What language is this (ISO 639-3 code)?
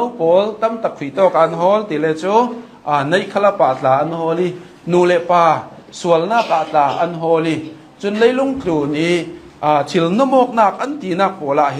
cnh